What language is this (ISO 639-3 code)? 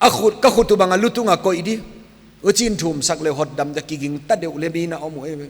pck